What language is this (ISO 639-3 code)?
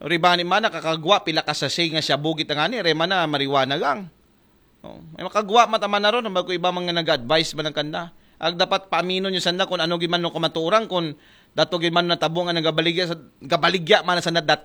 akl